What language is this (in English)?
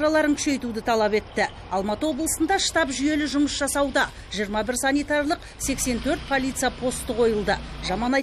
Kazakh